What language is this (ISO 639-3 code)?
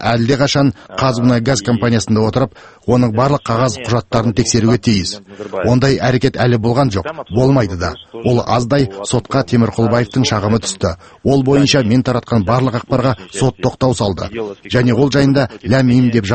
kaz